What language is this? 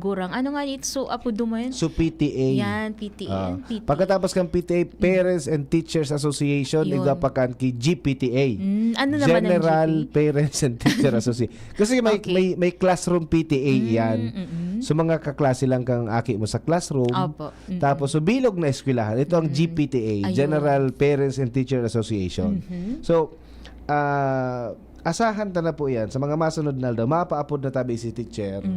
Bikol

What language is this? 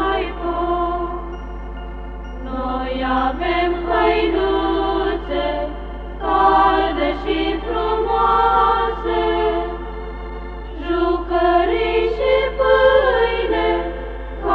Romanian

